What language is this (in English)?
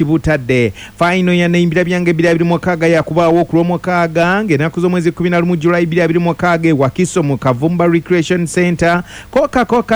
Ganda